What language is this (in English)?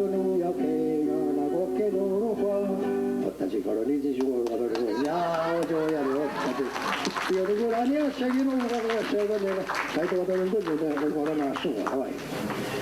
Mohawk